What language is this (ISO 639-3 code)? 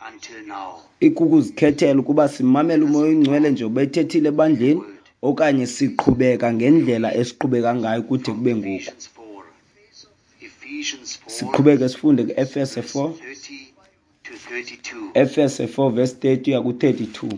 xho